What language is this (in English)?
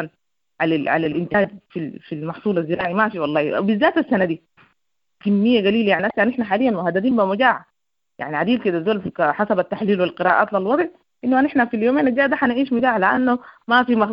Sudanese Arabic